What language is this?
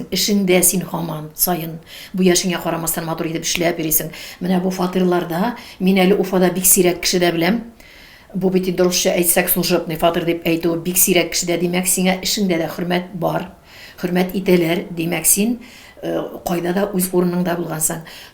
Tatar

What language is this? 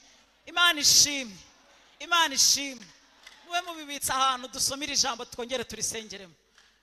Kinyarwanda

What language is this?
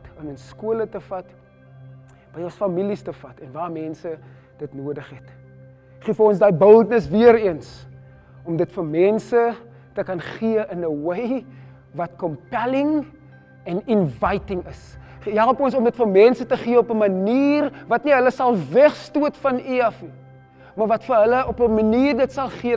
Afrikaans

